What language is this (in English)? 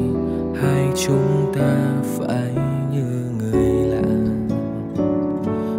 Vietnamese